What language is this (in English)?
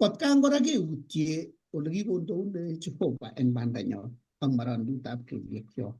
Kalenjin